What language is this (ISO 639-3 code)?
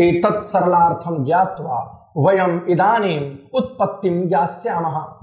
san